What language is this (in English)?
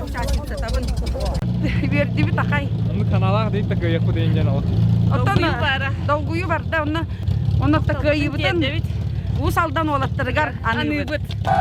Yakut